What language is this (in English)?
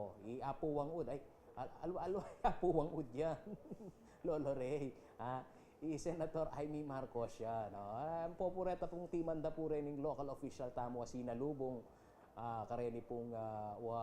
Pampanga